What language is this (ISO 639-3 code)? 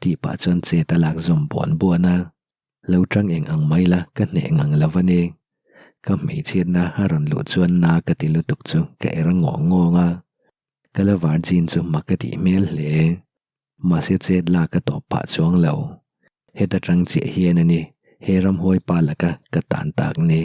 lus